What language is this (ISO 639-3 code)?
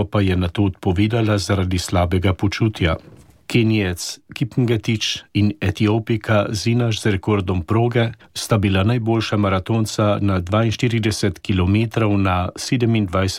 slv